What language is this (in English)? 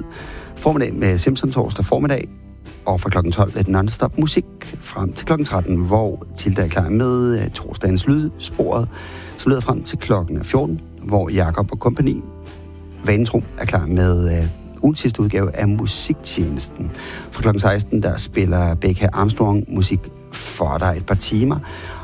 Danish